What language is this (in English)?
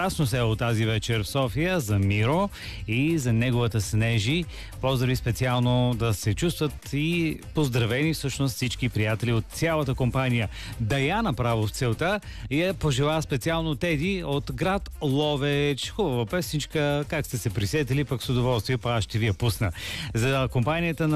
Bulgarian